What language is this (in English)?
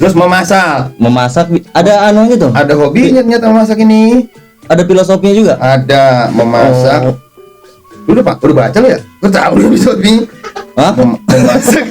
Betawi